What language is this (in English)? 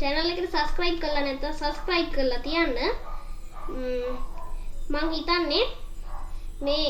Sinhala